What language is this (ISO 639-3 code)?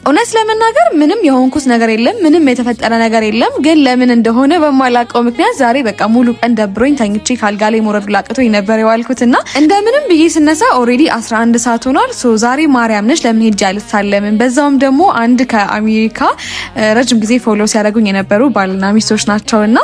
amh